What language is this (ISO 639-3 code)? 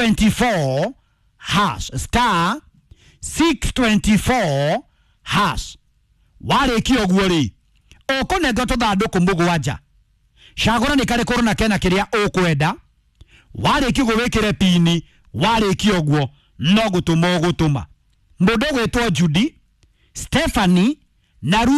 kik